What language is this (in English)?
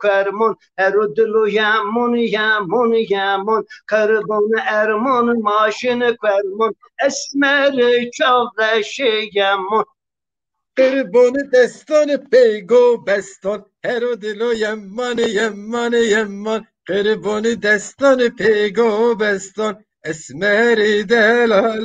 Zaza